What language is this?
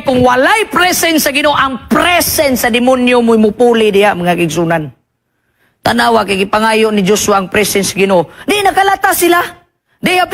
Cebuano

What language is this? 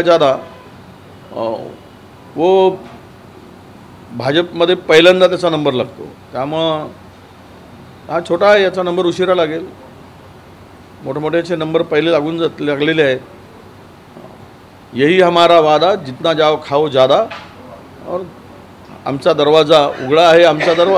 Marathi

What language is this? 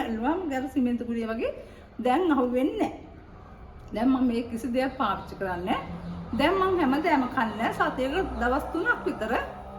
Sinhala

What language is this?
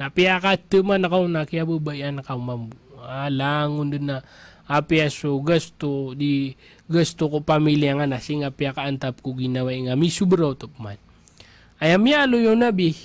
Maranao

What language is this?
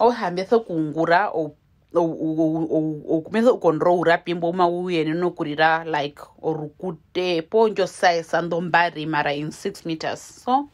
Herero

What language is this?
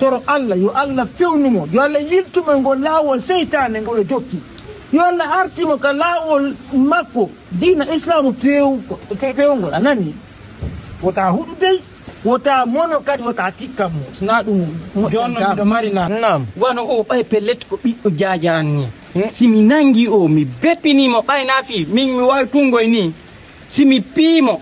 Fula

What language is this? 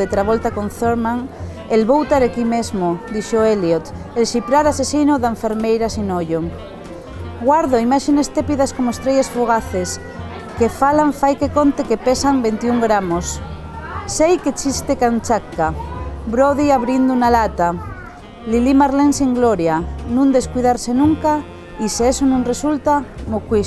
Asturian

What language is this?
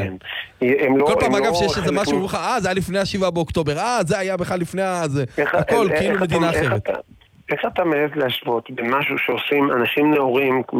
Hebrew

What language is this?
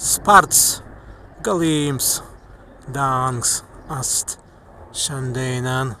Prussian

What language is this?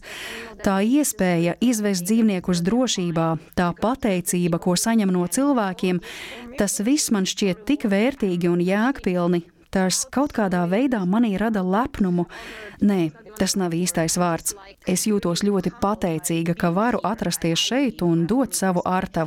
Latvian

